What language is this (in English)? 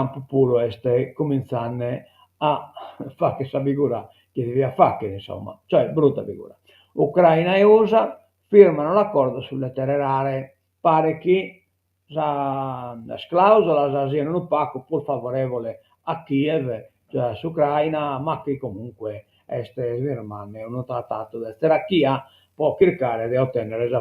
Sardinian